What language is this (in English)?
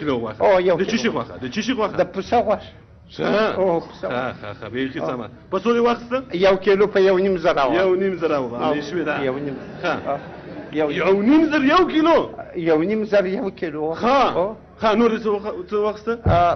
Pashto